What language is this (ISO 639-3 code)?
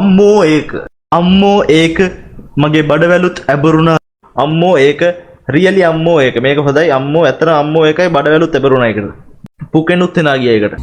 sin